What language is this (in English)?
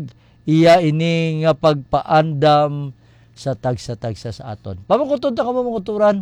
Hiligaynon